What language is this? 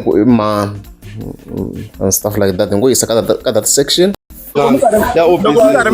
Tsonga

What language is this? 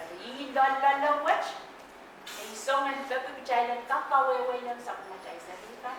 Pohnpeian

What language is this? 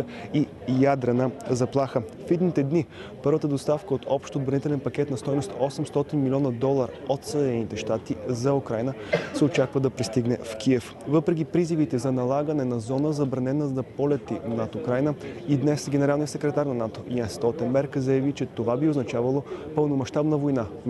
Bulgarian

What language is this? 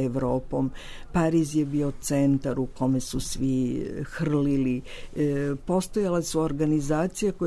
Serbian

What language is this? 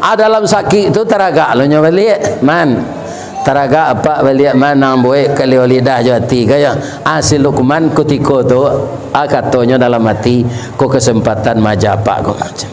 Minangkabau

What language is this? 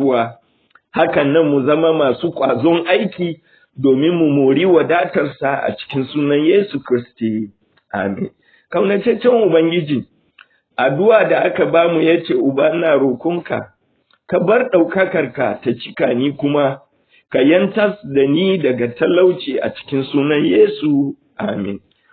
Hausa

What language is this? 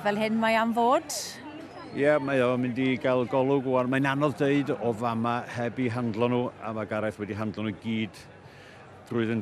Welsh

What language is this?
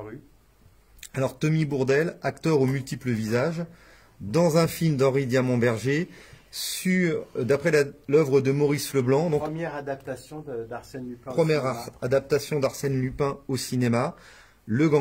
French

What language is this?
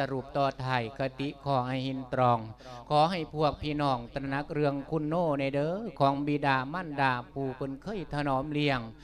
Lao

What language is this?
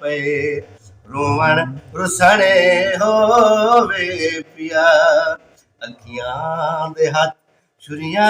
Saraiki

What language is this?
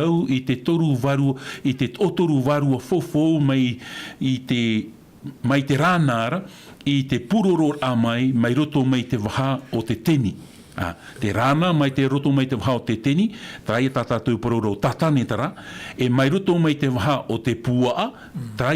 Tahitian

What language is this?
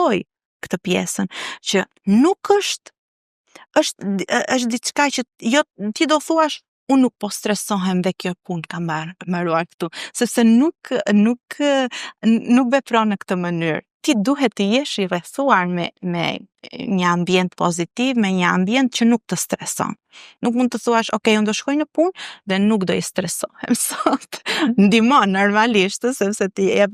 Albanian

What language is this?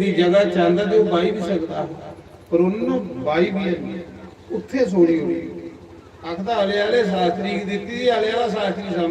Dogri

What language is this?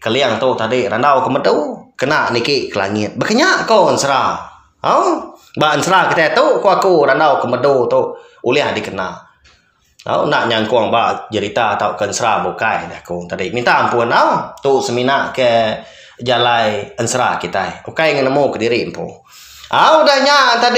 Iban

